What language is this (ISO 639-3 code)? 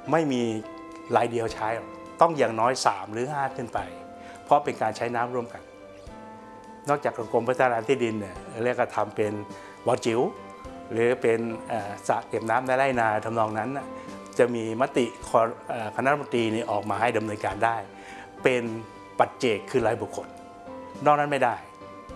tha